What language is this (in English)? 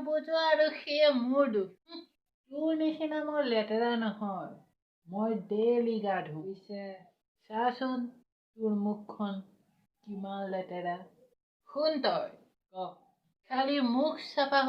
Assamese